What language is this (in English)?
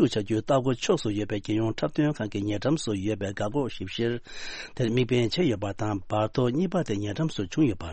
Tibetan